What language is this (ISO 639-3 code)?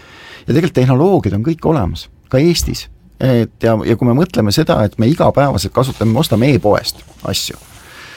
est